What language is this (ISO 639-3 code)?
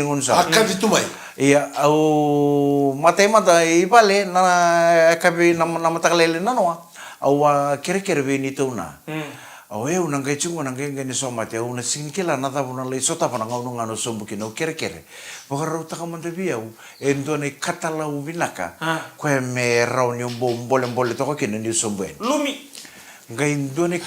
fij